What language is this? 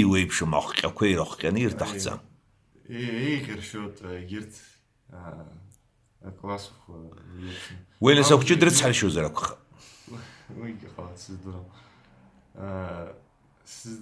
Abkhazian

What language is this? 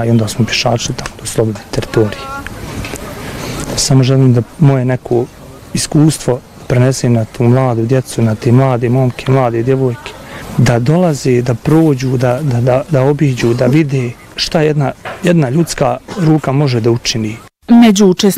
Bosnian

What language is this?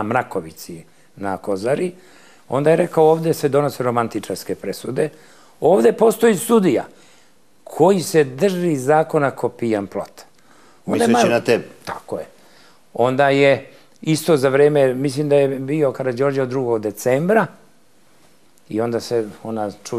Serbian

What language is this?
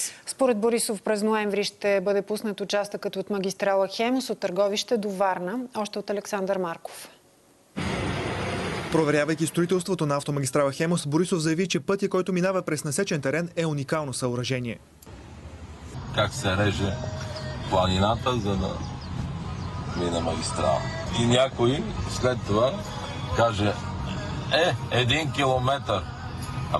Bulgarian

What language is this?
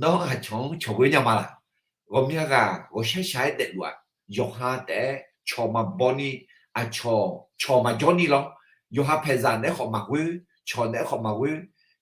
Akha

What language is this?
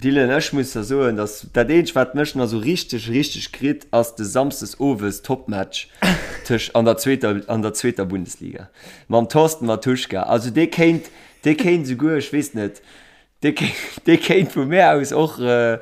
Luxembourgish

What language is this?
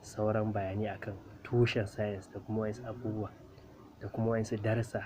Hausa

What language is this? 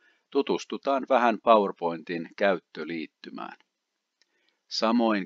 Finnish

